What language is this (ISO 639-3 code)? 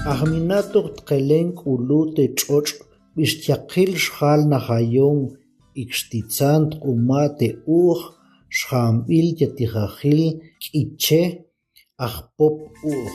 ttc